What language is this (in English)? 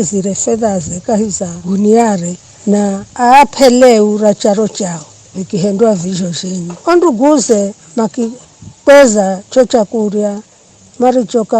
Giryama